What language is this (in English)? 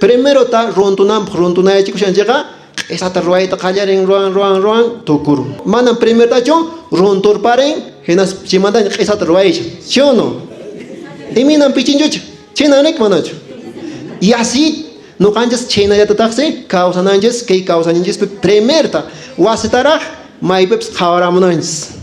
Quechua